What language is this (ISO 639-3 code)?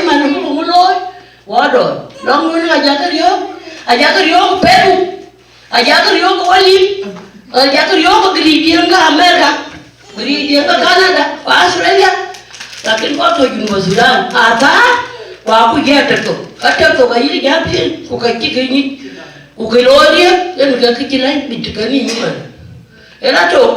din